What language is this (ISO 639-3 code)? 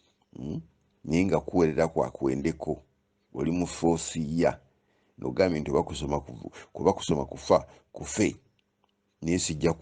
lug